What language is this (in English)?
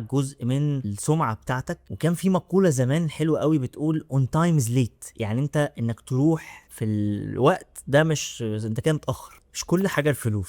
Egyptian Arabic